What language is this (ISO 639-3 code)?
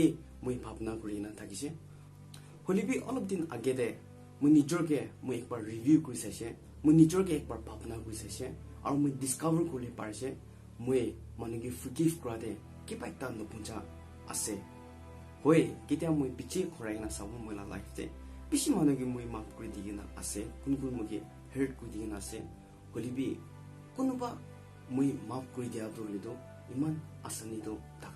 nag